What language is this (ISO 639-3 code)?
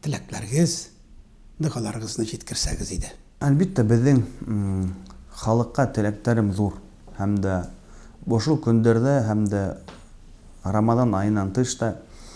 tat